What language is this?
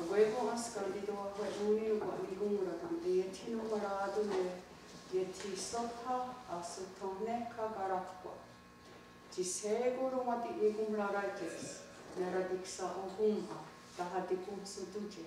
Mohawk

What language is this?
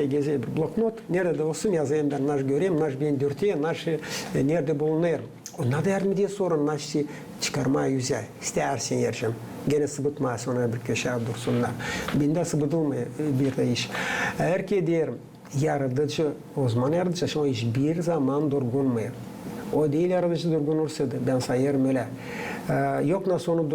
Gagauz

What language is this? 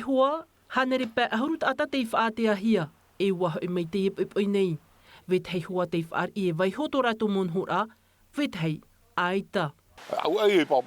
Tahitian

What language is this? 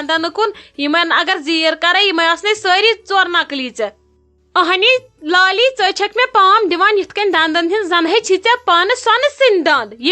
Kashmiri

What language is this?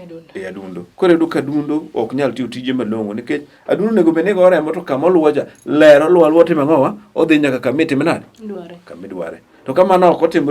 Luo (Kenya and Tanzania)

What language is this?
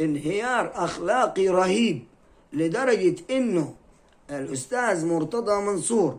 Egyptian Arabic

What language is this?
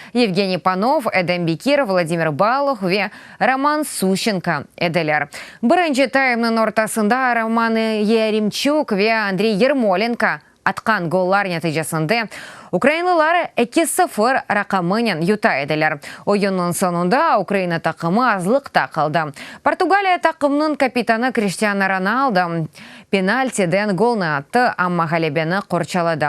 Crimean Tatar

